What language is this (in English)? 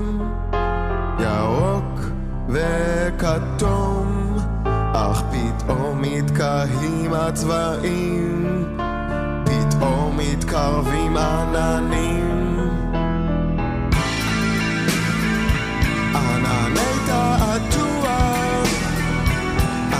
Hebrew